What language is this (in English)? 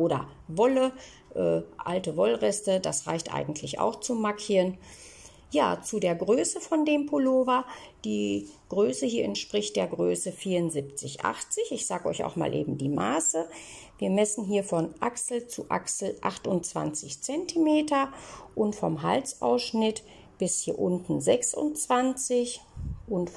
German